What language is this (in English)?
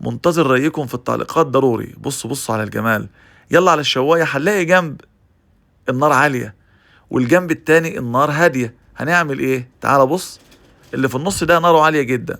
Egyptian Arabic